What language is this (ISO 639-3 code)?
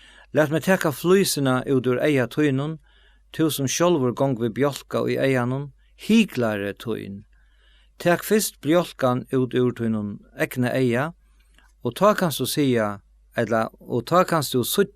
fao